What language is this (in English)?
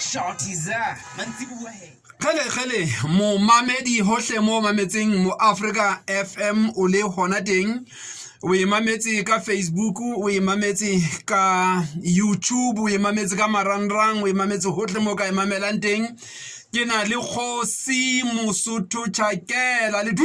Southern Sotho